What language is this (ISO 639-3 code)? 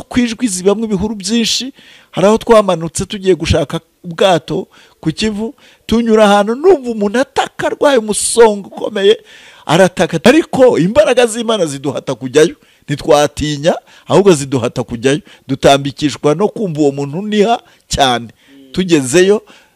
kin